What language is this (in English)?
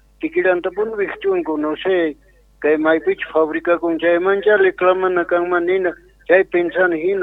South Bolivian Quechua